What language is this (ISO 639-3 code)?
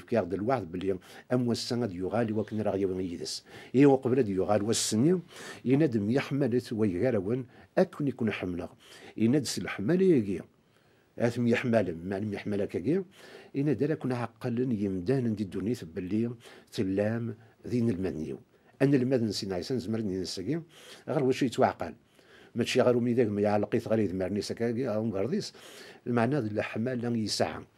kab